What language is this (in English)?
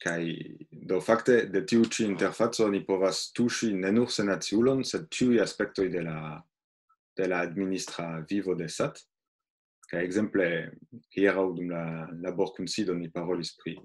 Esperanto